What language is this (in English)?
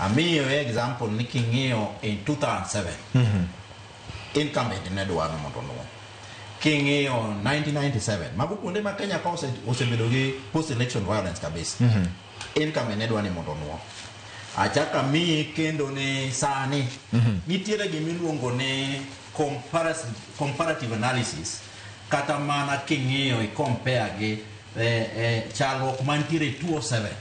Luo (Kenya and Tanzania)